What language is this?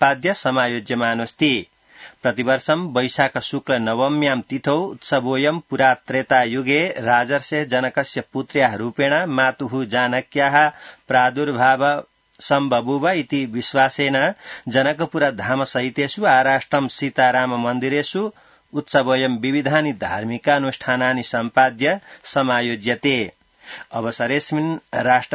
Sanskrit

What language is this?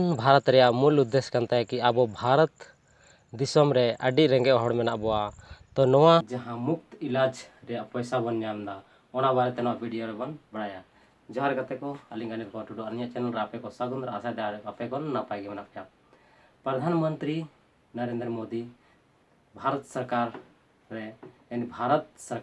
Santali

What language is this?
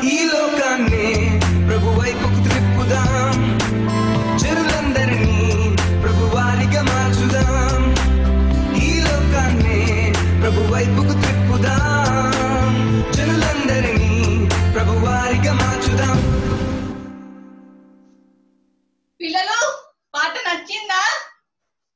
Telugu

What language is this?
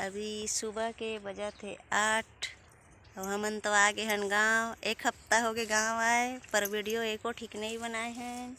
Chhattisgarhi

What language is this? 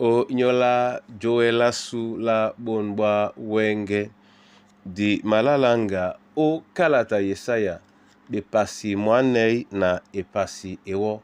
Duala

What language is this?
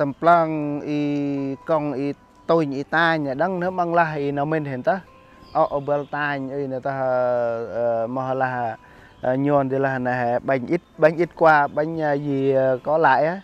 Central Mnong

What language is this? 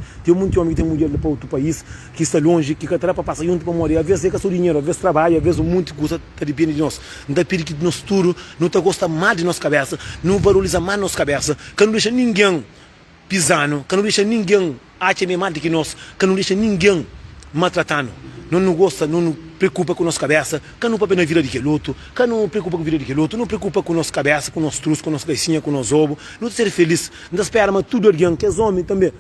Kabuverdianu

